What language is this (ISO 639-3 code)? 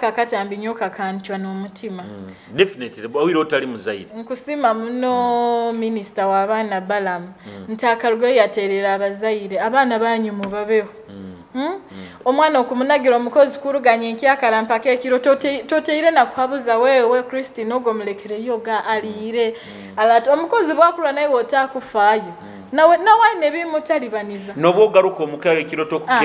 nyo